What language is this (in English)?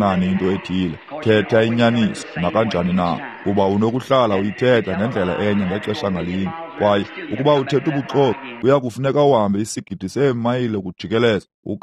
Xhosa